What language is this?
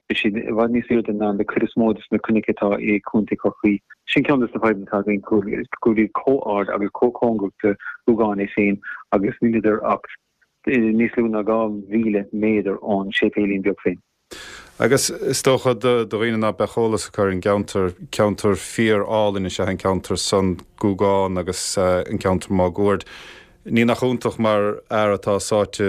Irish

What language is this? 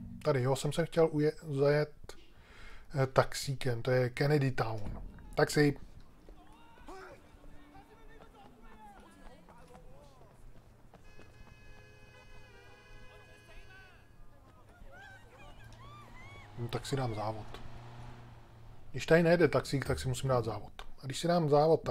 Czech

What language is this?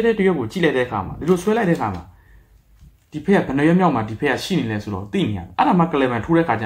Burmese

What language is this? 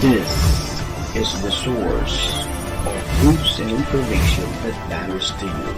Bikol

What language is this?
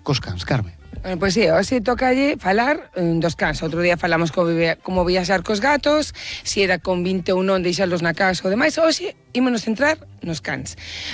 Galician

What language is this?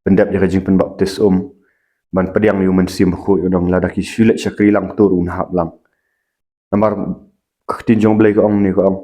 Khasi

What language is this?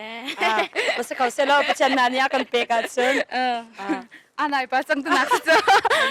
Hakha Chin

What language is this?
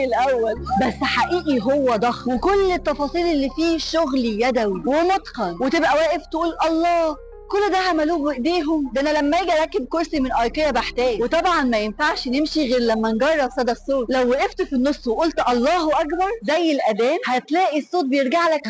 Egyptian Arabic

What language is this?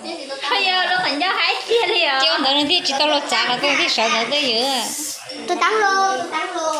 Hmong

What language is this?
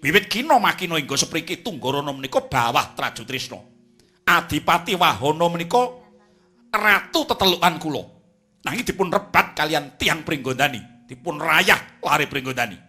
Javanese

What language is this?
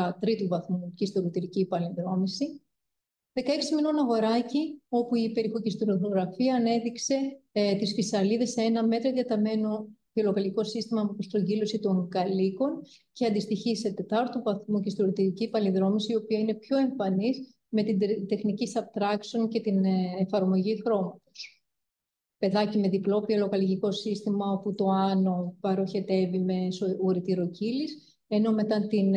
Greek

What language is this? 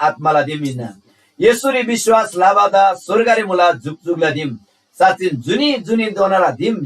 Eastern Tamang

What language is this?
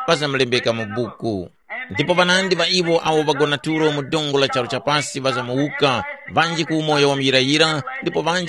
Tumbuka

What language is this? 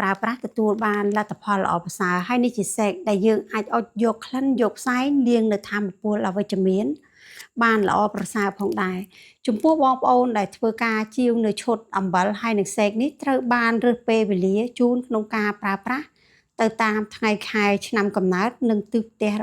Khmer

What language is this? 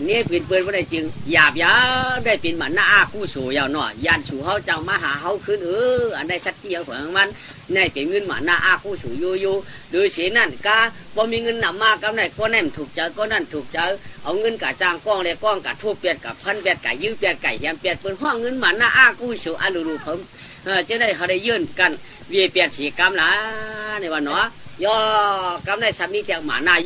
Shan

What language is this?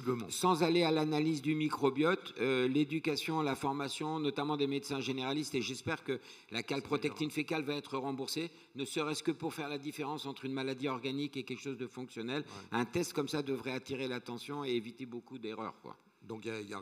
French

